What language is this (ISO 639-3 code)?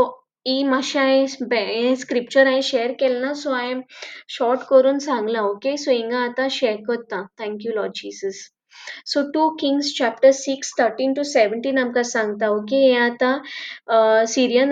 kok